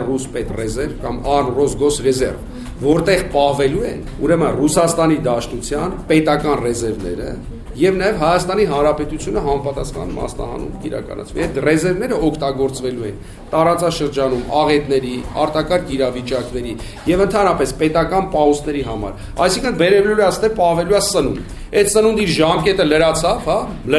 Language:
Armenian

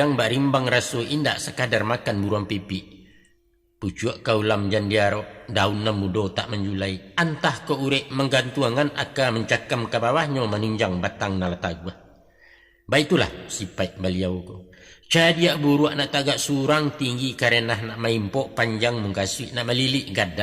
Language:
Minangkabau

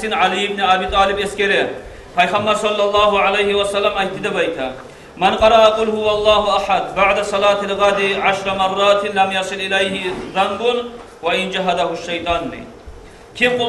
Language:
Kumyk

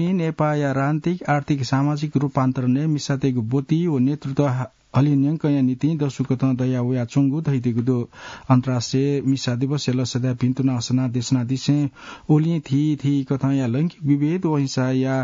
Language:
Newari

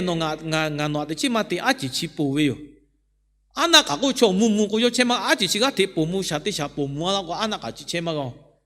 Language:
Lahu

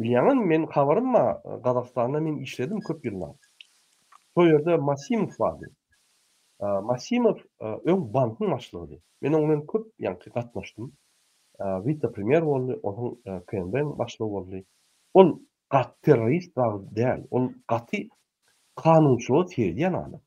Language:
Turkmen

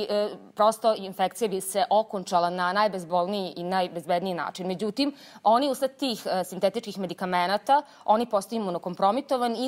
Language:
Serbian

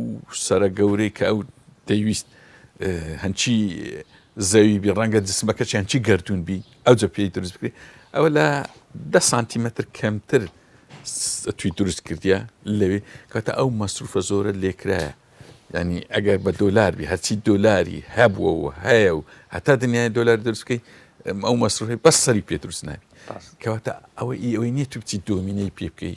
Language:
Central Kurdish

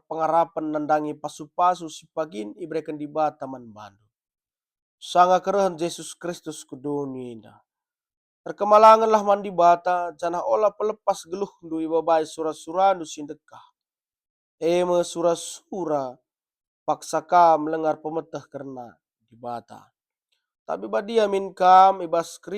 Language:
Batak Karo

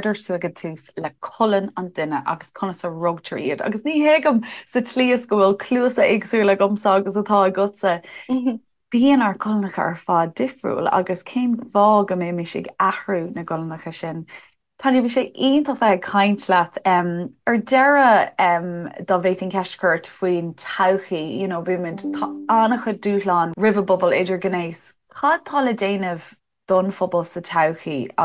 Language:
Irish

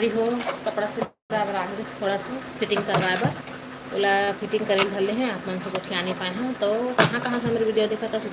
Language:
Chhattisgarhi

